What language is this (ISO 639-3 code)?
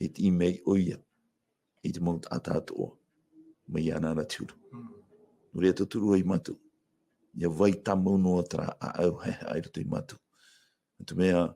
tah